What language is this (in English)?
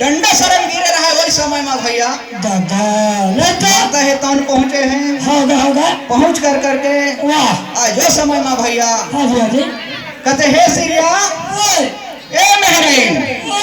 Chhattisgarhi